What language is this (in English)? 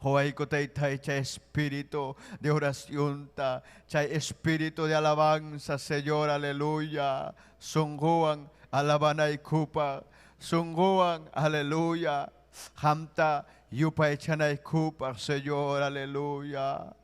Ayacucho Quechua